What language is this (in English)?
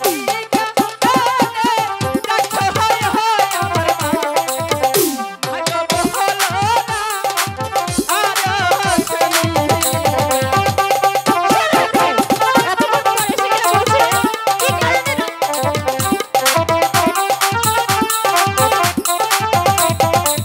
Bangla